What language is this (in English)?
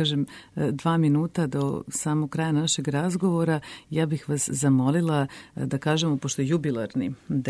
Serbian